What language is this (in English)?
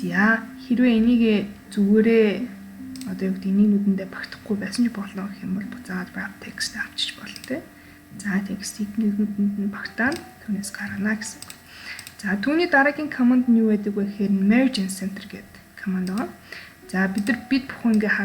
Mongolian